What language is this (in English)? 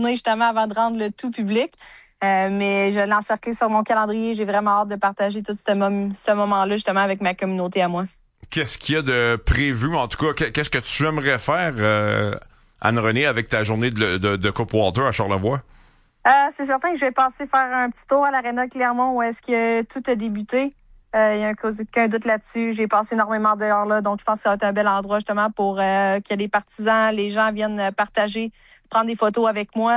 French